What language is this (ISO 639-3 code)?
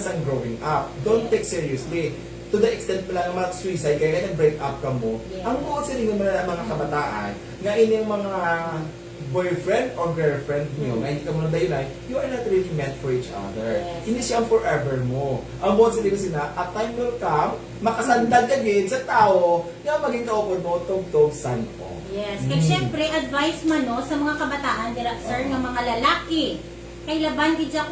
hil